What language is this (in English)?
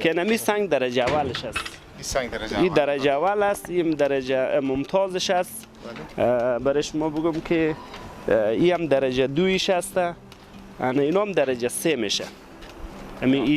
Persian